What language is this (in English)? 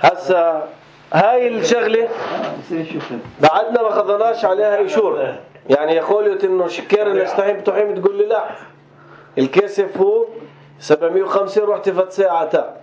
North Levantine Arabic